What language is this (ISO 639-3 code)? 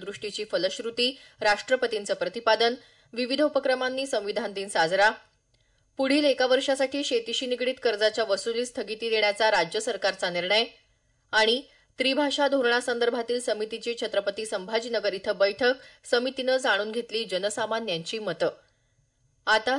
mar